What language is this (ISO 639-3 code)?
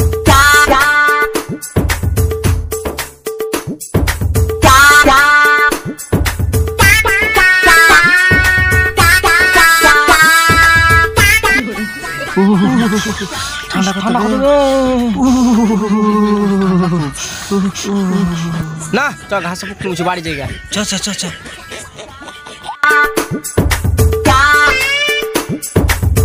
ben